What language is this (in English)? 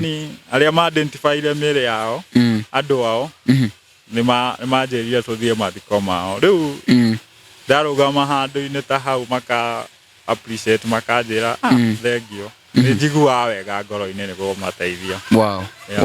Kikuyu